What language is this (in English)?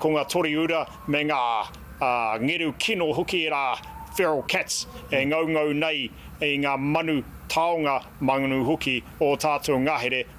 Māori